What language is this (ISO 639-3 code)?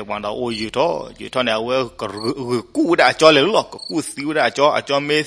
ksw